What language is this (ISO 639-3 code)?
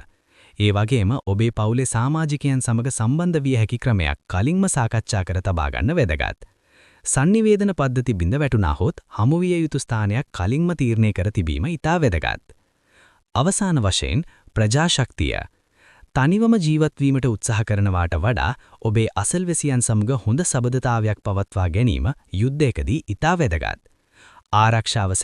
sin